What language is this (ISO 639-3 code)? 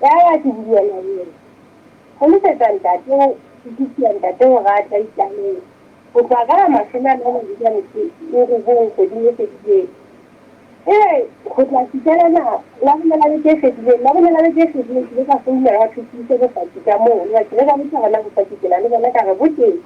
sot